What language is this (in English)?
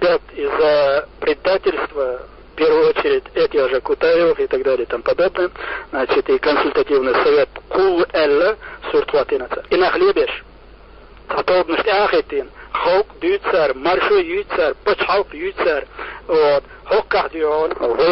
Chechen